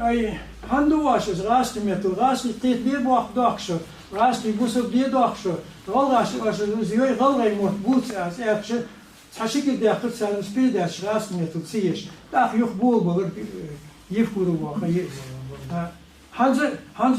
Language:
Ingush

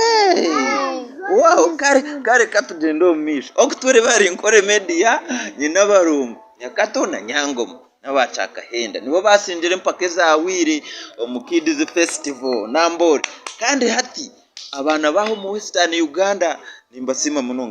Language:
Nyankole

